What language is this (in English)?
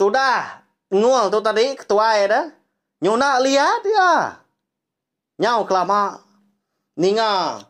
Iban